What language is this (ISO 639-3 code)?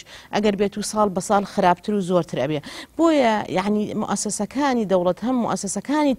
ckb